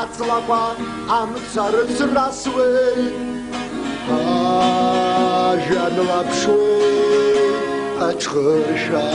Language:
Abkhazian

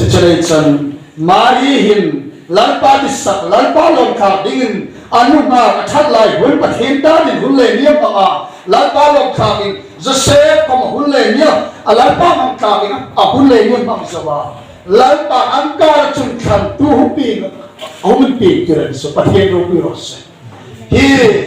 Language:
Hmar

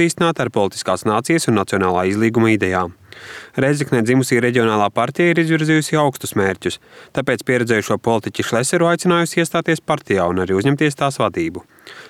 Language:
Latvian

